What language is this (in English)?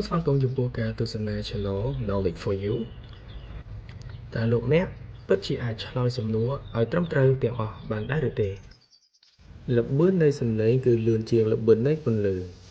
Khmer